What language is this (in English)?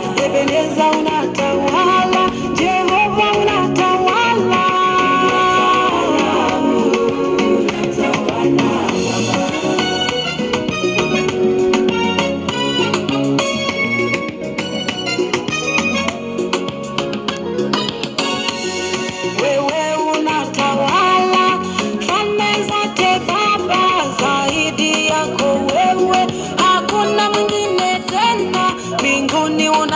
Swahili